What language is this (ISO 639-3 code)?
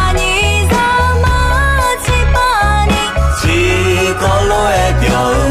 ahk